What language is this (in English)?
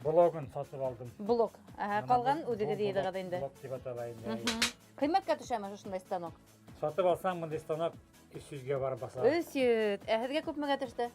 Bashkir